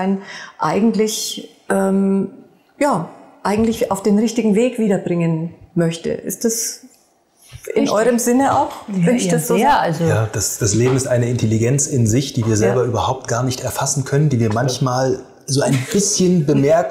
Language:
German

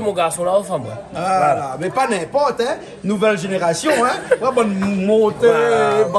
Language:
Réunion Creole French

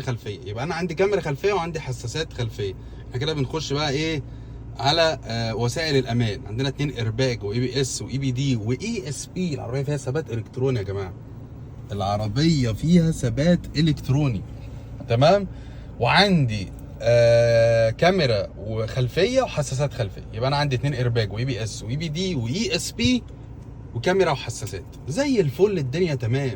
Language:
Egyptian Arabic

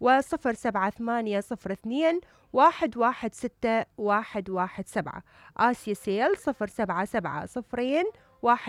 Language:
Mesopotamian Arabic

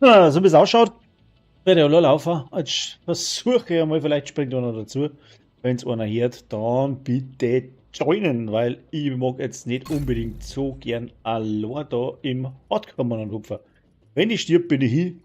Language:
Bavarian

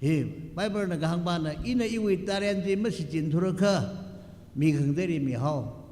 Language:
Tangkhul Naga (India)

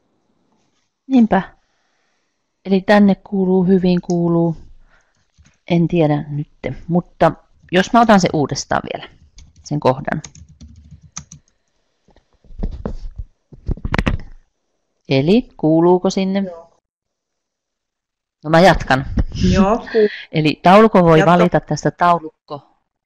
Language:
Finnish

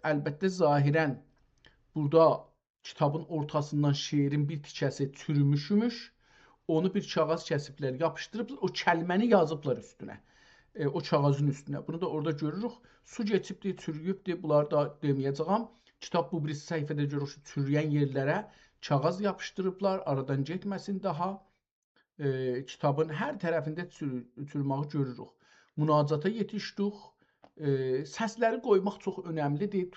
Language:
South Azerbaijani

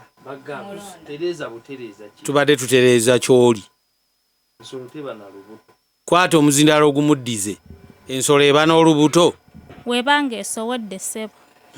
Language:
Ganda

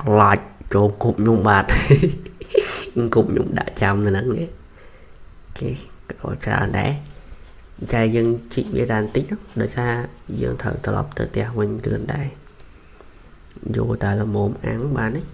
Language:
Khmer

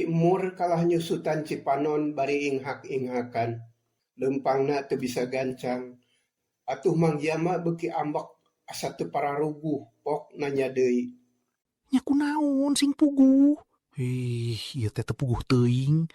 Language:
Sundanese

